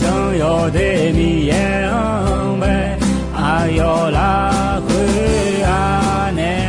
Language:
Akha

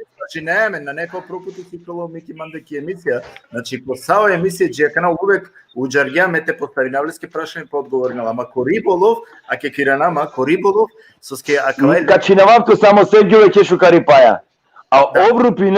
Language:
Balkan Romani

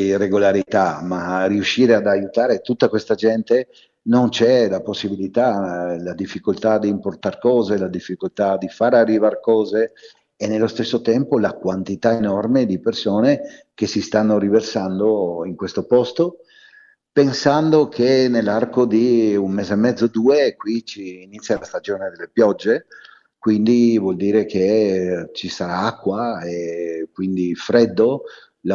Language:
Italian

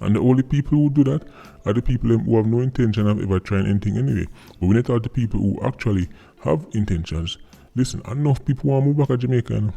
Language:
Jamaican Creole English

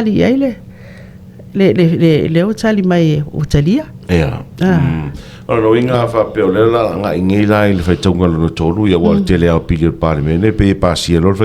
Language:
Samoan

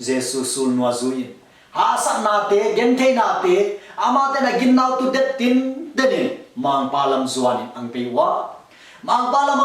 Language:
Tedim Chin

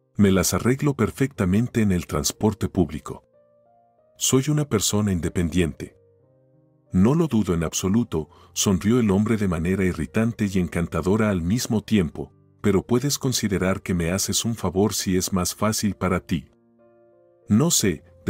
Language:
Spanish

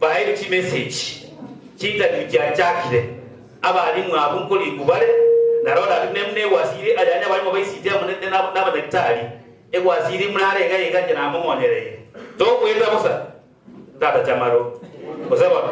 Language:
Gusii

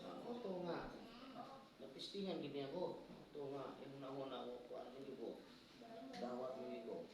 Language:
Cebuano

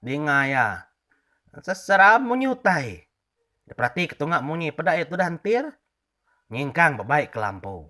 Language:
Iban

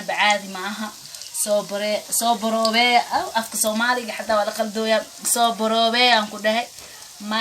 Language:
Somali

